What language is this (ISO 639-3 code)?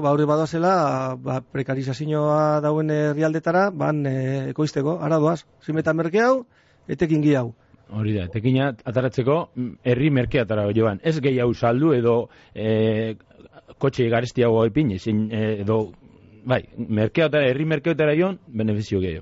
eus